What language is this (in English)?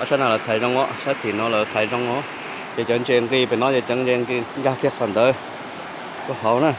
Hmong